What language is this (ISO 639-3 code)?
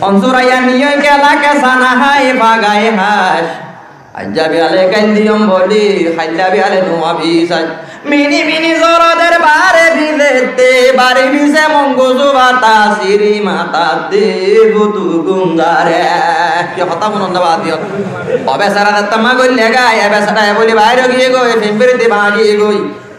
rhg